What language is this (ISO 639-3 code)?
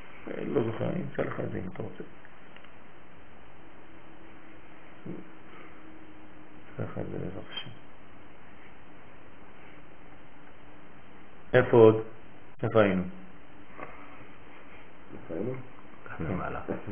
heb